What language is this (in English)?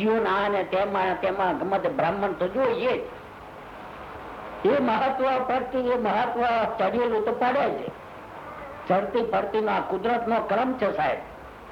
Gujarati